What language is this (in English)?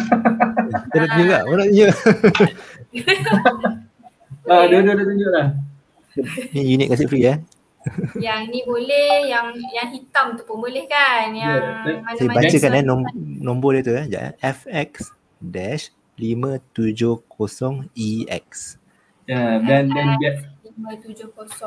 Malay